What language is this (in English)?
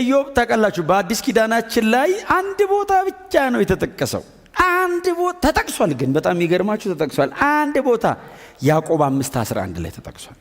Amharic